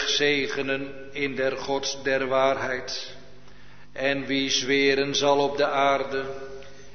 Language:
Dutch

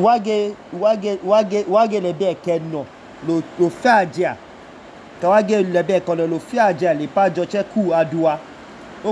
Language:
Idoma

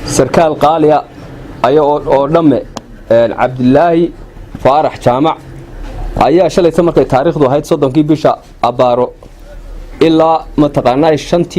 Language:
Somali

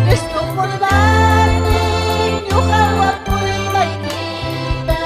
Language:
Ayacucho Quechua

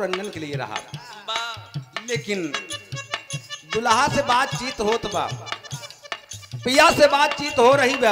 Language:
Bhojpuri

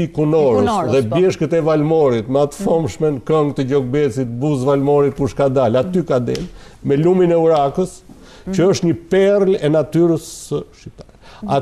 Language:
Albanian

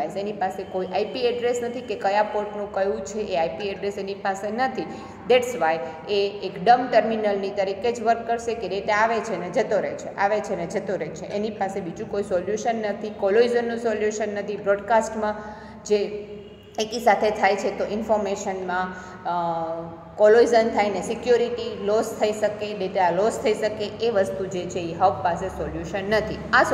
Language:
Gujarati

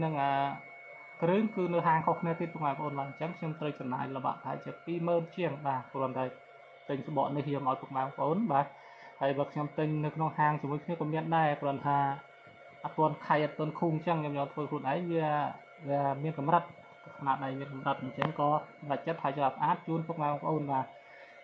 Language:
Khmer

